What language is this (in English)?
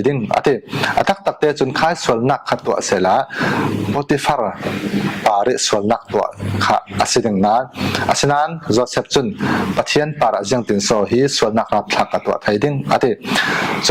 Falam Chin